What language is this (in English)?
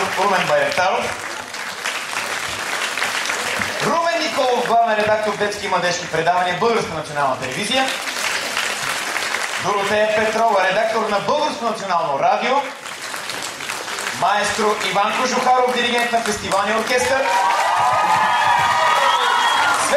Bulgarian